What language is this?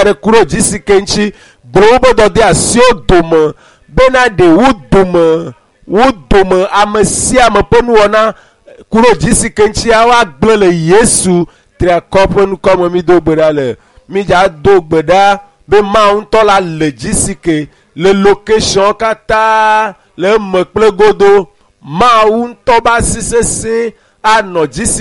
Ewe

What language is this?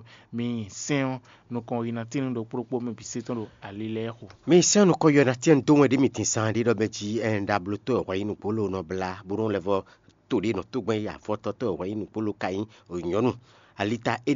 Fon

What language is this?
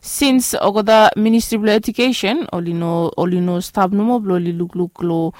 Bislama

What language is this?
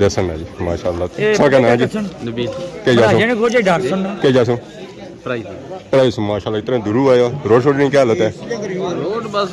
Pahari-Potwari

